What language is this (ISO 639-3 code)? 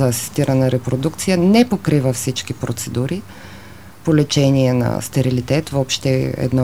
bul